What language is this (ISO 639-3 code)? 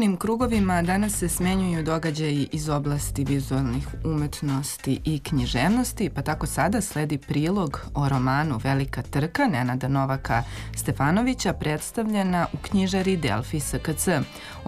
srp